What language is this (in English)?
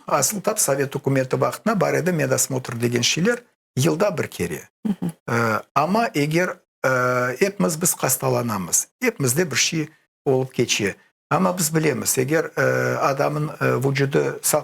Crimean Tatar